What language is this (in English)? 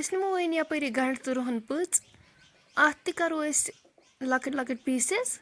Kashmiri